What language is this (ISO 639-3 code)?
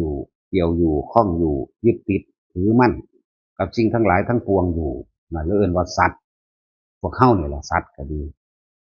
tts